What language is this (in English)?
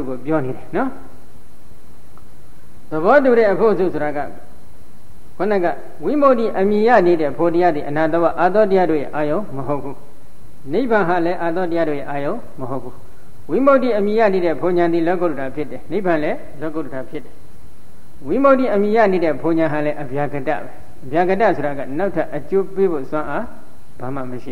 Burmese